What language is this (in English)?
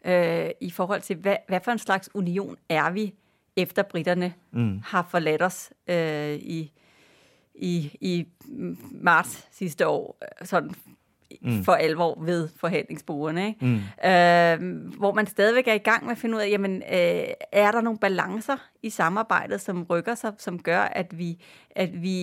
Danish